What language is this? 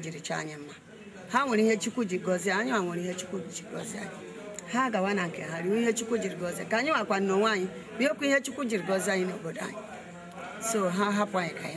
Igbo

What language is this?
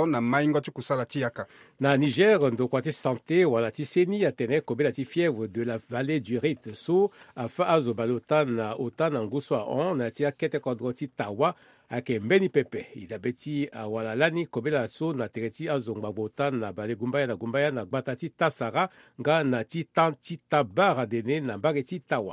Sango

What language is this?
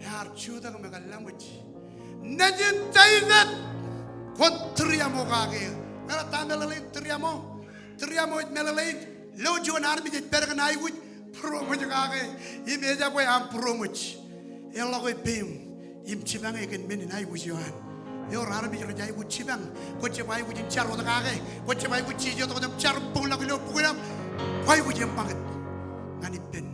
Marshallese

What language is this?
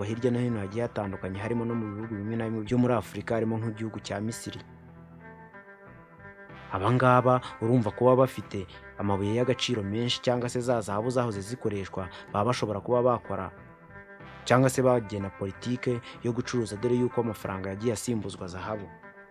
Kinyarwanda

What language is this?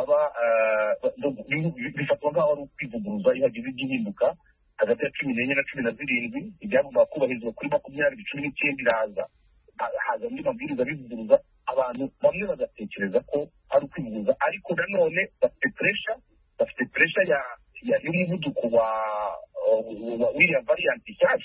Kinyarwanda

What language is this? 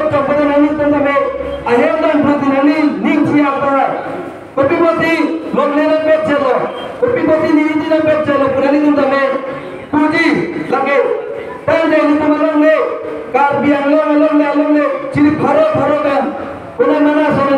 Karbi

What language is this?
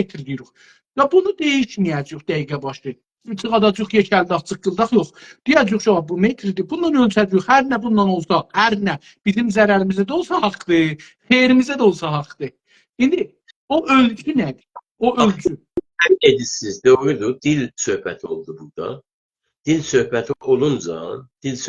South Azerbaijani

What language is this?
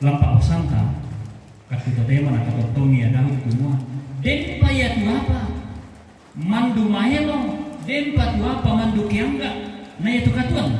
Toraja-Sa'dan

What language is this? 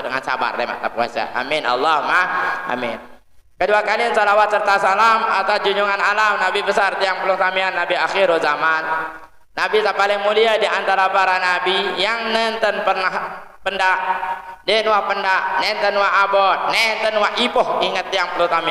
Sasak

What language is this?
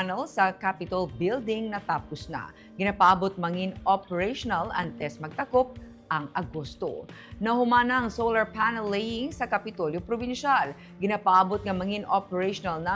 Hiligaynon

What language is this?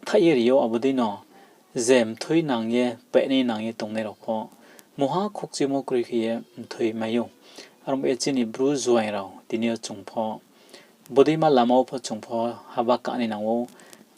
Riang (India)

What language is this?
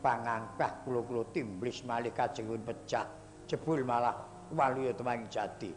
Javanese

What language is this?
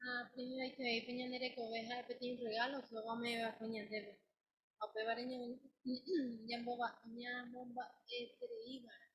Guarani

